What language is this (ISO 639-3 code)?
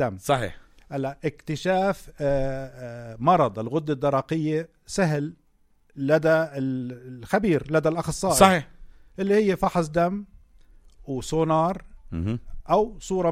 apc